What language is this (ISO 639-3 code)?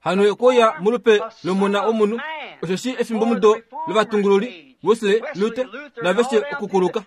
kua